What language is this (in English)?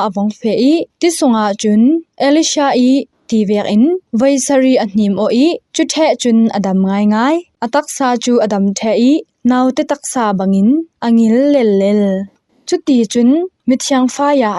Falam Chin